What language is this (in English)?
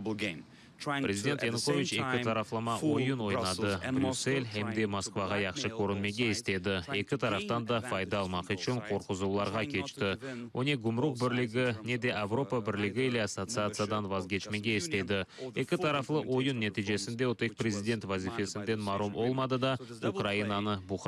Crimean Tatar